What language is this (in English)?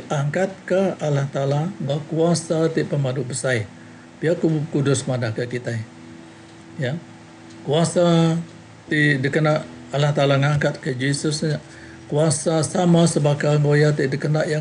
Iban